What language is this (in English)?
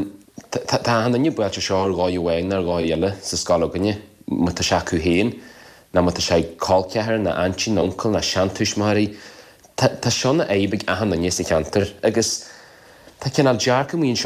Irish